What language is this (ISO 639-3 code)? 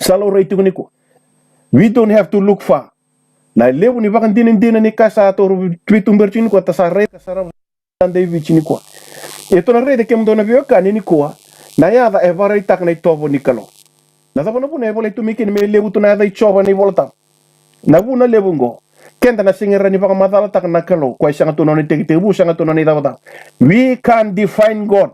fij